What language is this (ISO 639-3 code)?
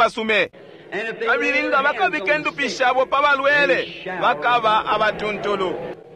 bem